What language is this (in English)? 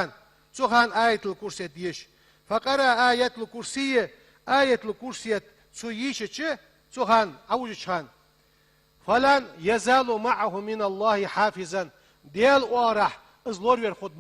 Ingush